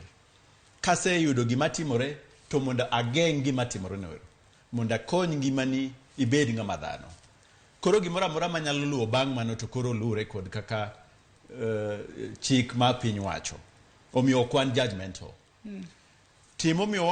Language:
Luo (Kenya and Tanzania)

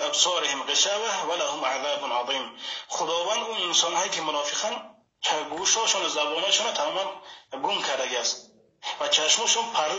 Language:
Tajik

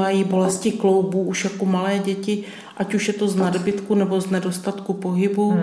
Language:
Czech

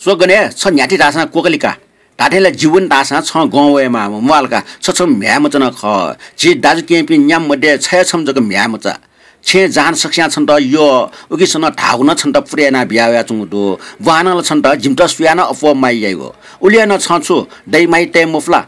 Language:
Newari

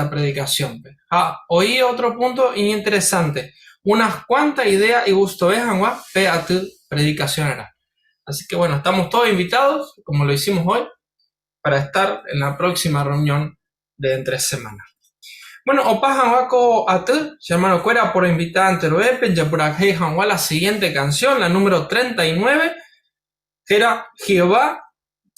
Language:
Guarani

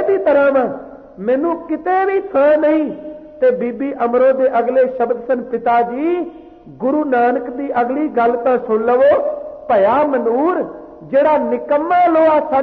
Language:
Punjabi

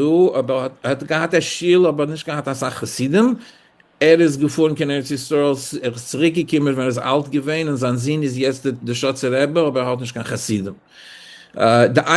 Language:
Yiddish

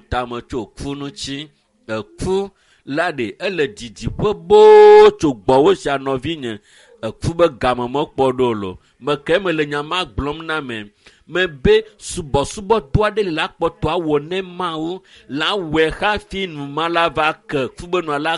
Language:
Ewe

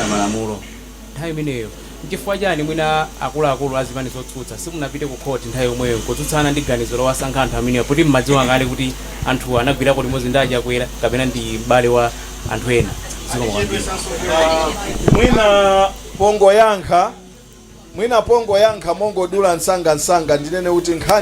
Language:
Nyanja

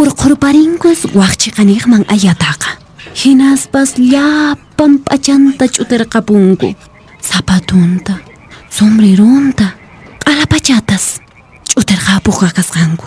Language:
Quechua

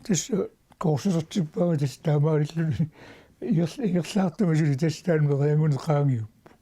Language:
Kalaallisut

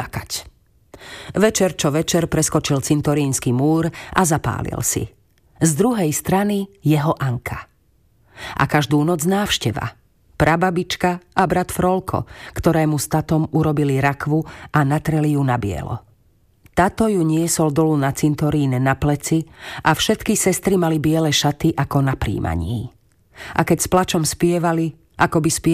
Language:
Slovak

